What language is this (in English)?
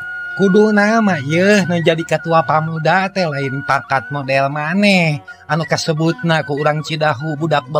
Sundanese